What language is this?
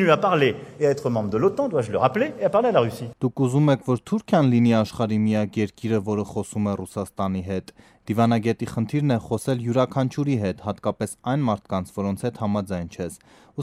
Armenian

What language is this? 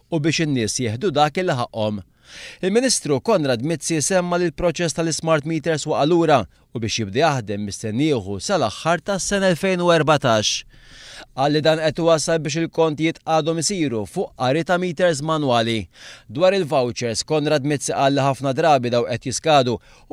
Maltese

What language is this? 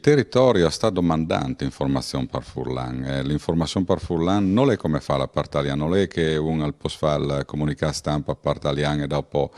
Friulian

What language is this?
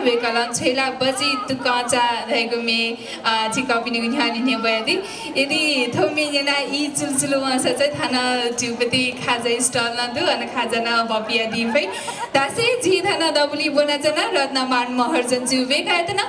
Newari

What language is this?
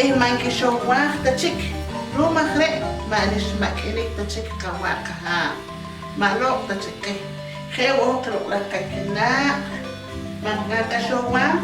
Poqomchi'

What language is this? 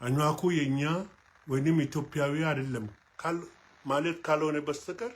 Amharic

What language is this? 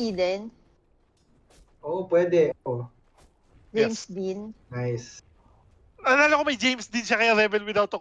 Filipino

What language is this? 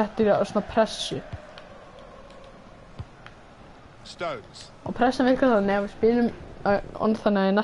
Icelandic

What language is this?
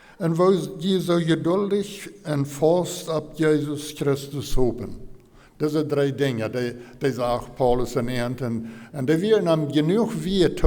Plautdietsch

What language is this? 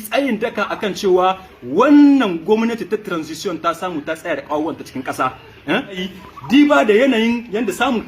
Hausa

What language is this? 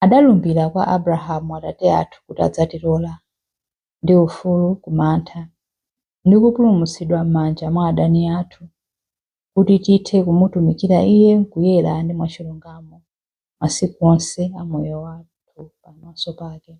Nyanja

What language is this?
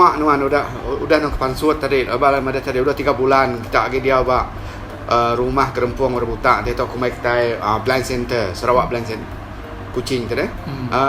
Iban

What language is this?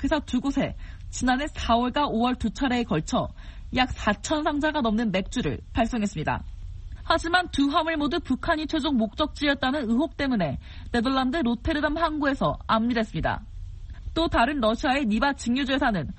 Korean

